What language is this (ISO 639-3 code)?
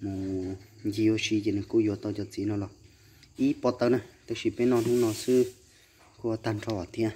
hmn